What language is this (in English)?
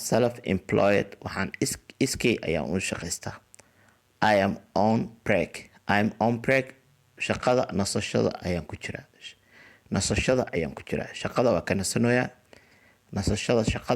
Somali